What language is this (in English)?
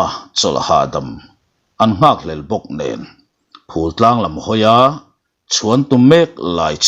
Mizo